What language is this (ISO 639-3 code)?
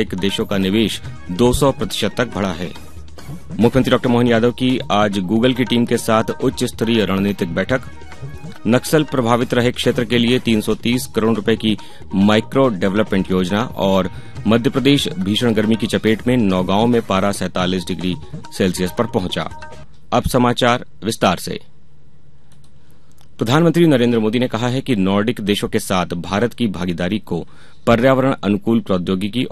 hin